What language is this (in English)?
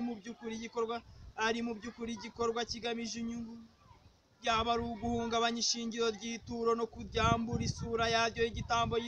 Kinyarwanda